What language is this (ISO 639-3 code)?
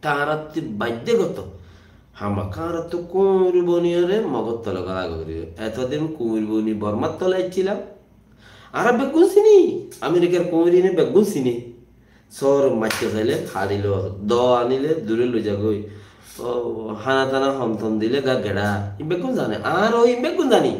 rhg